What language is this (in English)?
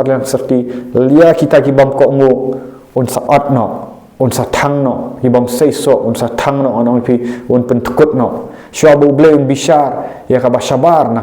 Khasi